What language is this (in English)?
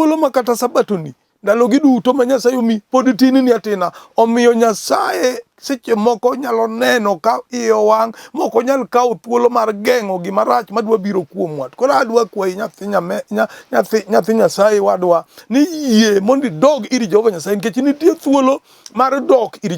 Luo (Kenya and Tanzania)